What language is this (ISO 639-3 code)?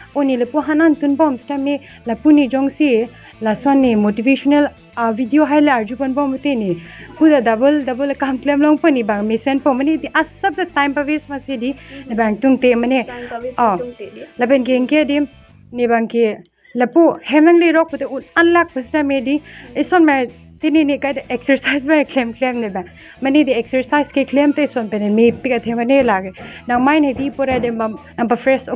mjw